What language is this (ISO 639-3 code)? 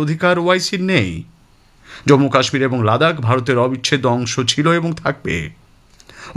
ben